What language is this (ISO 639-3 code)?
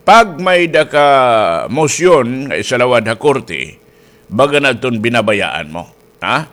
war